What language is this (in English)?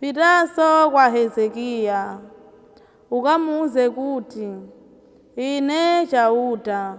Nyanja